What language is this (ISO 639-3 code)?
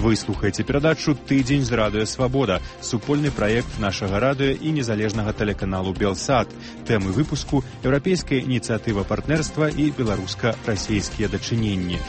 bel